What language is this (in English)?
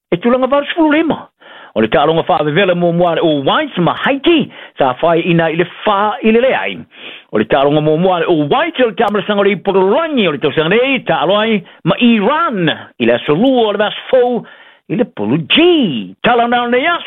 Samoan